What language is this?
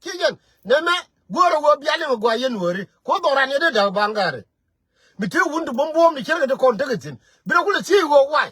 Nuer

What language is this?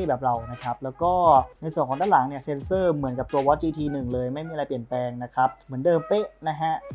Thai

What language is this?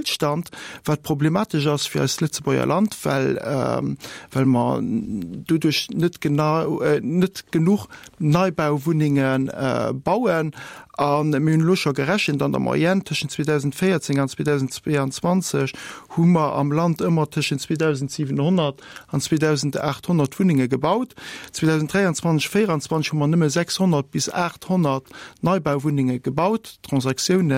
Luxembourgish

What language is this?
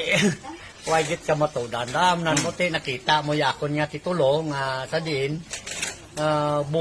Hiligaynon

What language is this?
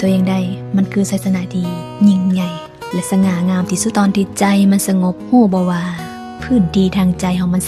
Lao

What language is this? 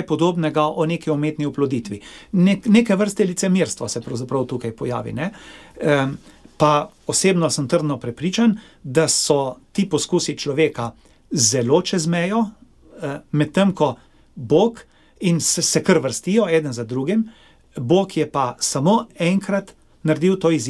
Slovenian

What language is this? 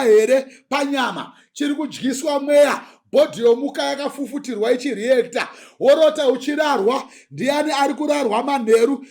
Shona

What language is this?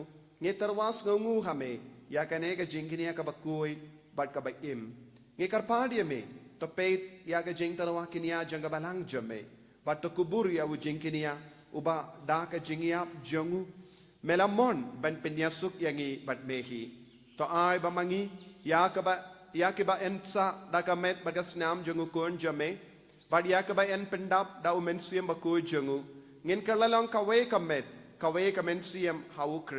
Khasi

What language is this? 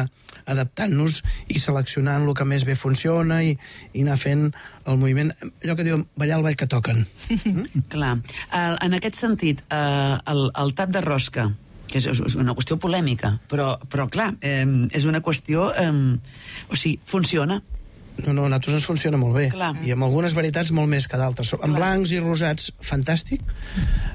Catalan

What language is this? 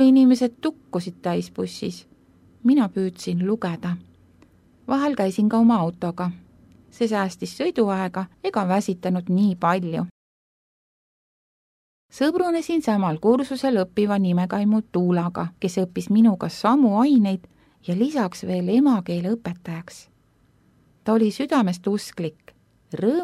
Estonian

